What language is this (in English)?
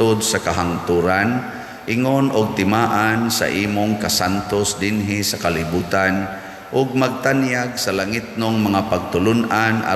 Cebuano